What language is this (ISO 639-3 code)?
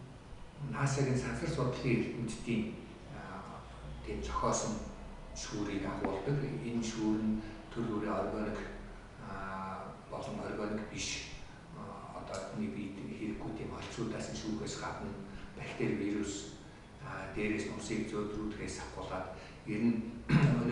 mon